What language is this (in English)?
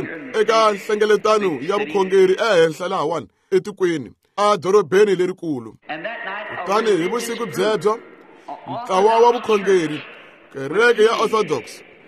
Tsonga